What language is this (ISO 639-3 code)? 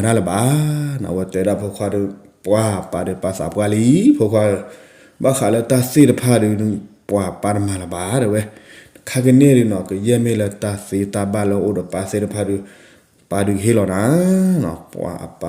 ksw